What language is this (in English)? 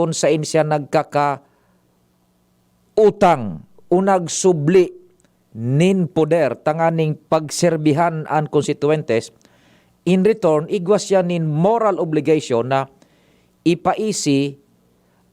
Bikol